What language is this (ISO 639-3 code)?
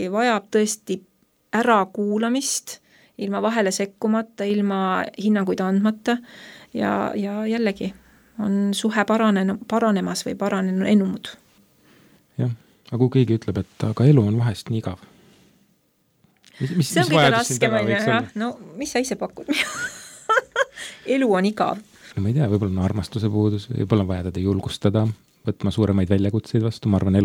est